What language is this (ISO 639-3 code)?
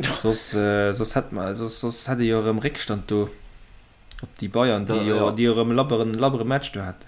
ltz